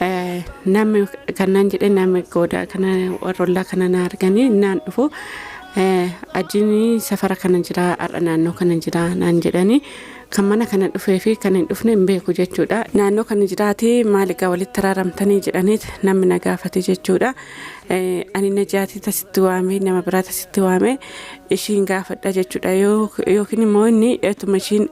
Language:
Oromo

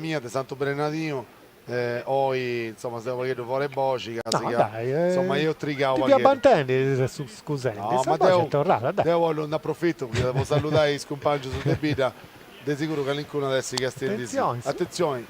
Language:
Sardinian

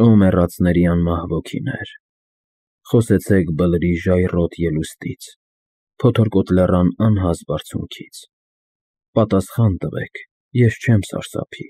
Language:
Armenian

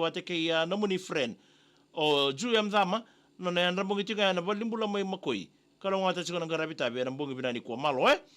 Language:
Fijian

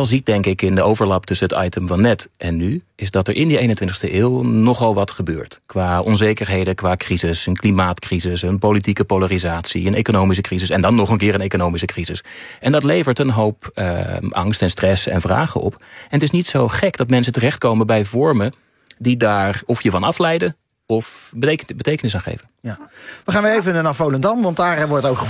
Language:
Dutch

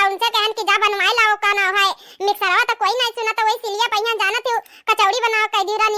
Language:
Awadhi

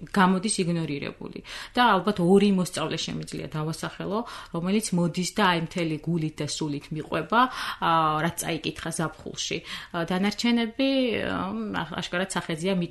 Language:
Georgian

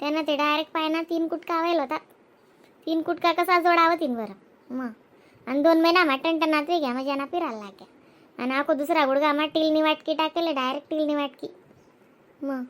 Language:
Khandesi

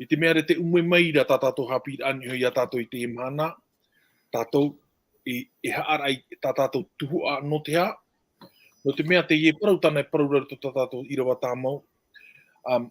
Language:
Tahitian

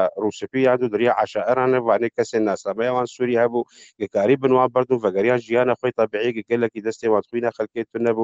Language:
Kurdish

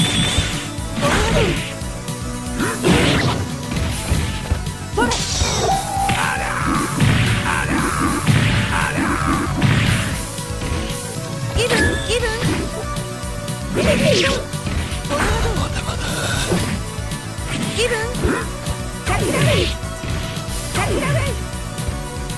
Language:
Japanese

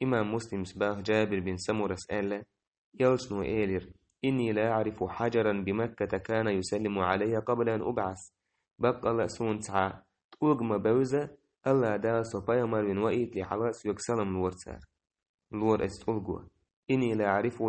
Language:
Chechen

